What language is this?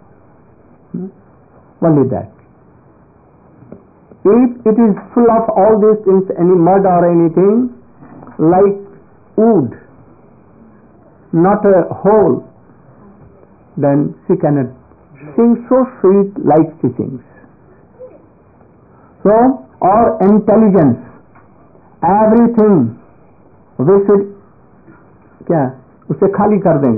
English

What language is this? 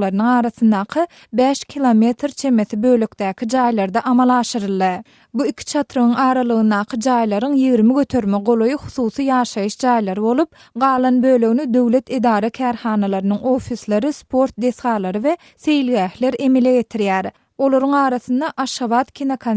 Turkmen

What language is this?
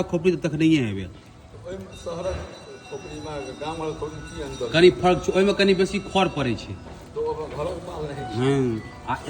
Maithili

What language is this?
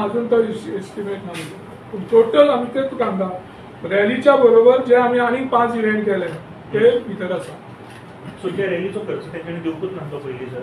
Konkani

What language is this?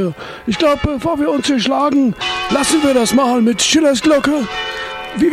German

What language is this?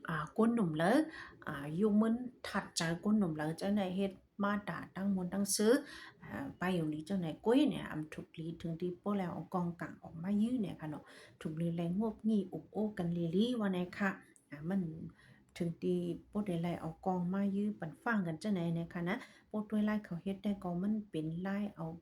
Shan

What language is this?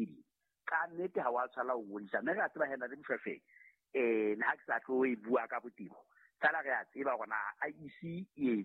Southern Sotho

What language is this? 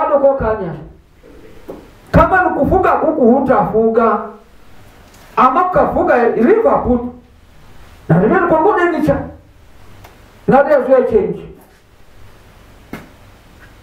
Swahili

